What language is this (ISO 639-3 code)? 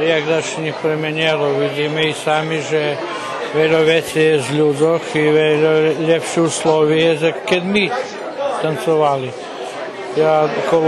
rue